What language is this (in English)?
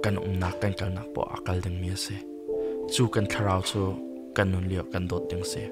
Hakha Chin